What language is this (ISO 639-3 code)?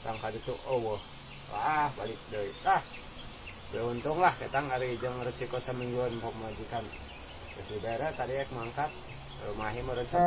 sun